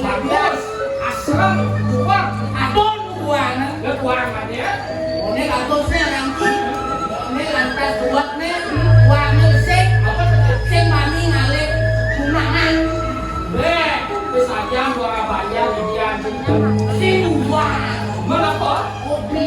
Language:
Balinese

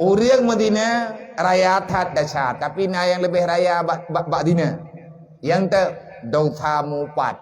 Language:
Achinese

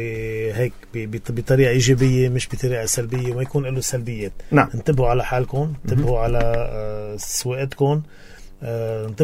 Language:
North Levantine Arabic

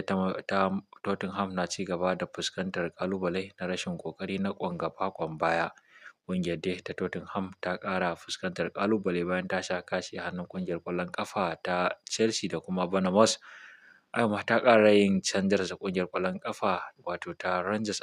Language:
Hausa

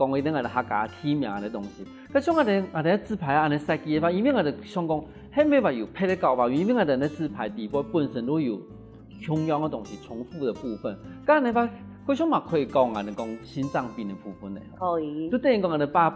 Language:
Hakka Chinese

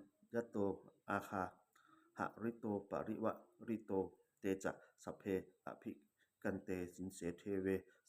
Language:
Pali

